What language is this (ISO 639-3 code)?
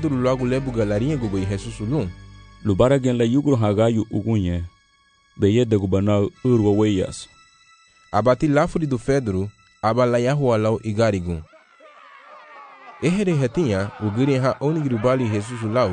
cab